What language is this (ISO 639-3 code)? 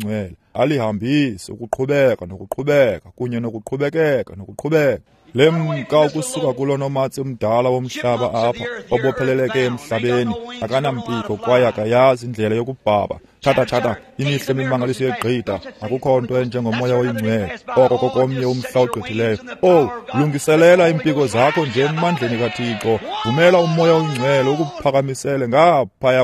xho